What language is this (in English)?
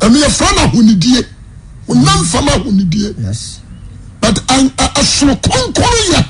Akan